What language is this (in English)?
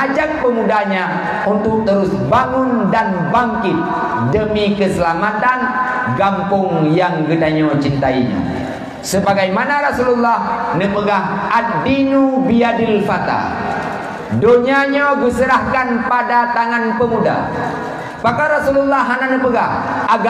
Achinese